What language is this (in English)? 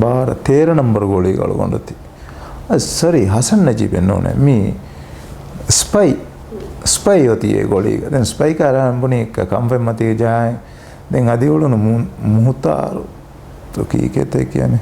Divehi